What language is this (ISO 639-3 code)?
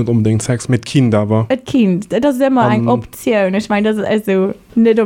ltz